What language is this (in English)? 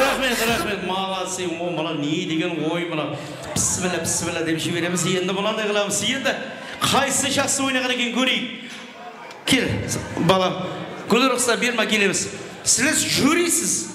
Kara-Kalpak